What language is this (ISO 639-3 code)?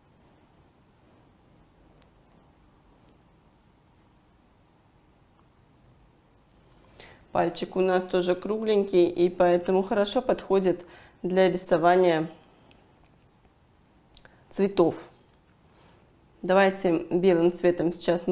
rus